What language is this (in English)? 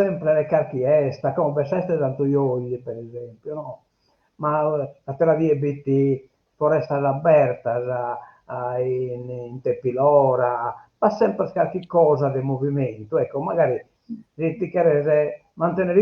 Sardinian